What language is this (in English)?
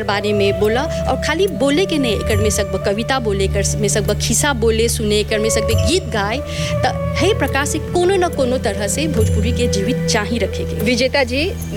Bhojpuri